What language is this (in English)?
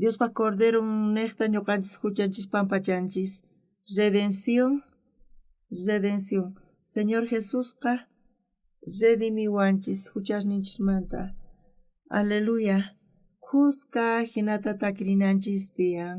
South Bolivian Quechua